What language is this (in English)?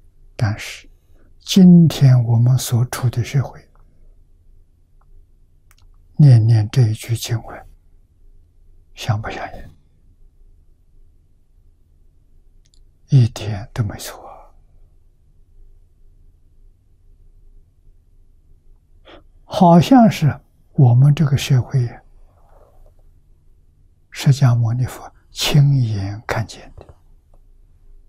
Chinese